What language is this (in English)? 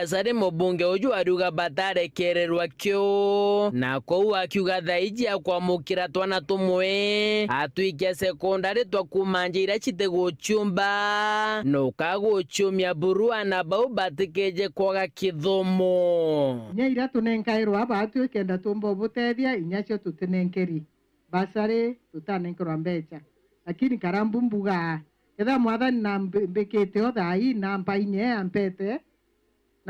Meru